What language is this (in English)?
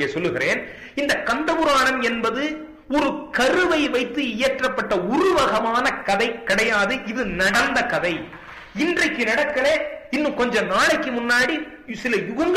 Tamil